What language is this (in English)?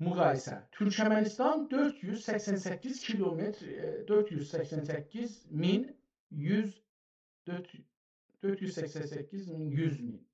South Azerbaijani